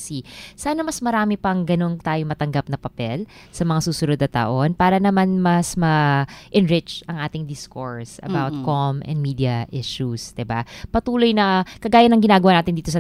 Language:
Filipino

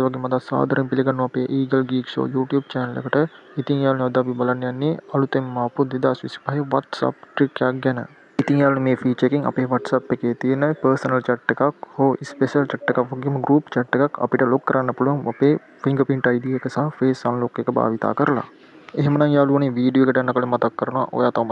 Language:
Sinhala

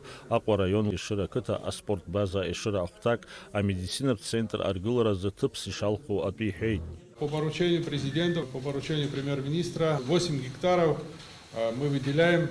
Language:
Abkhazian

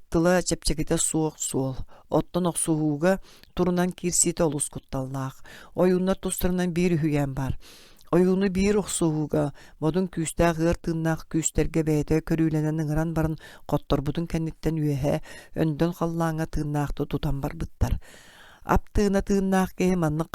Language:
Yakut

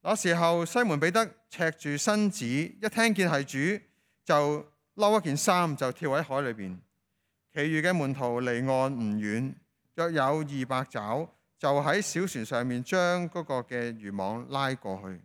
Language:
Cantonese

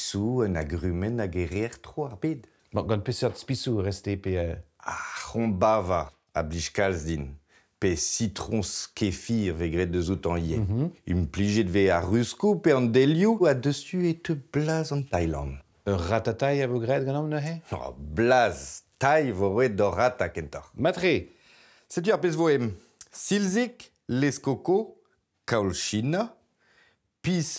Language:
Breton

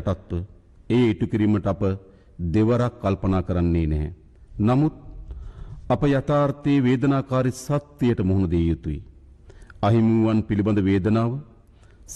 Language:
Sinhala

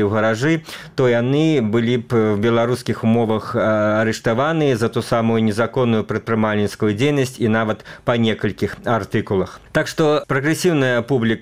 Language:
Belarusian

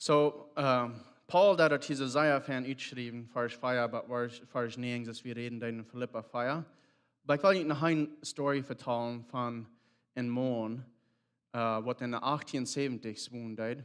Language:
Plautdietsch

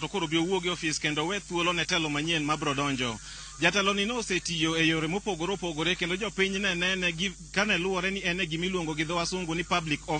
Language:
Luo (Kenya and Tanzania)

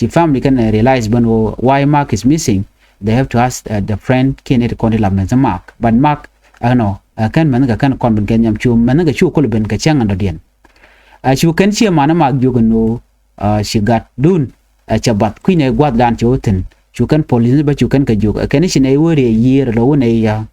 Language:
Nuer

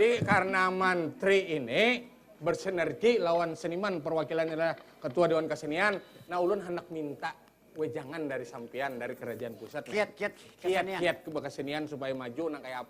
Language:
Banjar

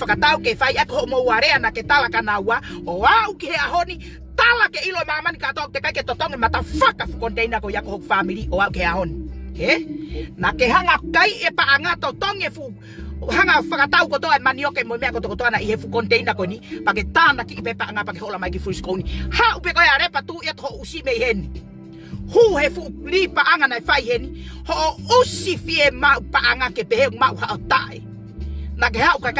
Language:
Tongan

